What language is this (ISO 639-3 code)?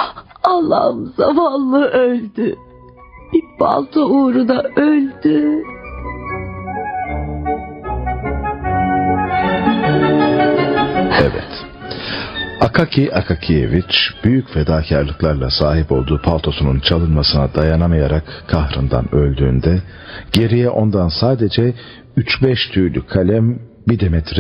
tur